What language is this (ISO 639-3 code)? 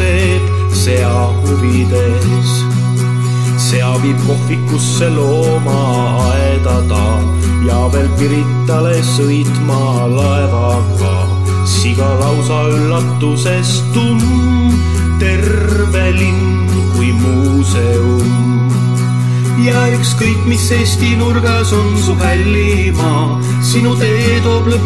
est